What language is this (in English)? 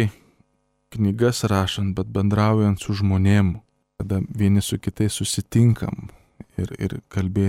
Lithuanian